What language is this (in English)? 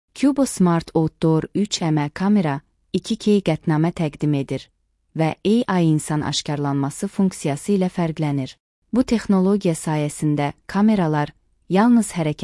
Azerbaijani